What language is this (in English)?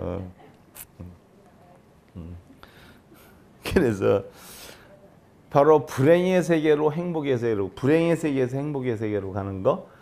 Korean